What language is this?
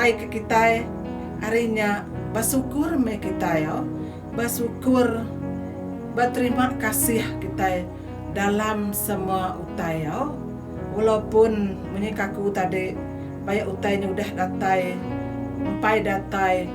Iban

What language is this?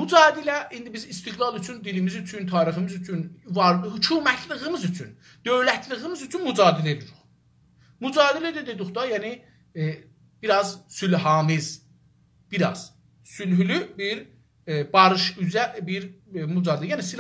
South Azerbaijani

